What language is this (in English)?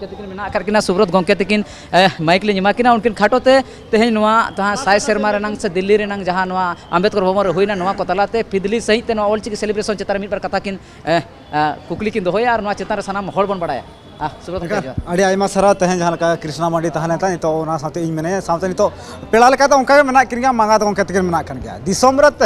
Santali